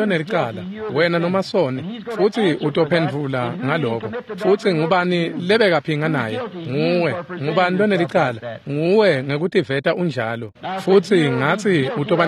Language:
Swati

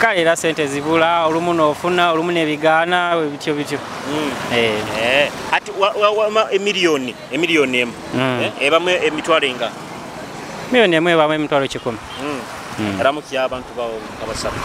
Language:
Nyoro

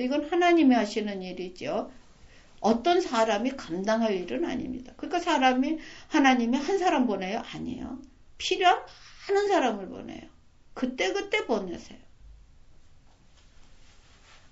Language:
Korean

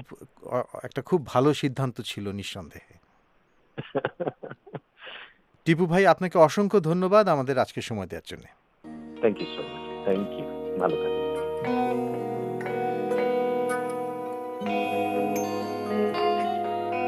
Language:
Bangla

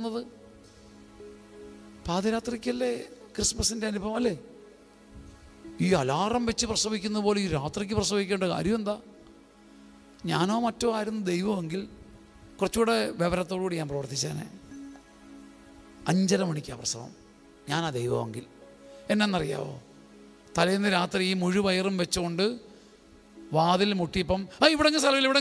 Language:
Malayalam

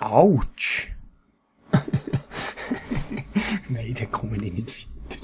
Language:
Swiss German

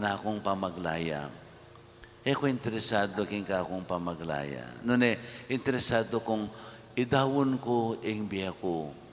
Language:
Pampanga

